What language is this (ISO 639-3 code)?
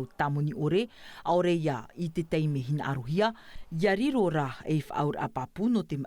tah